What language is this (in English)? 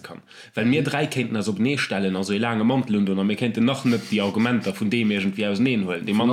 Luxembourgish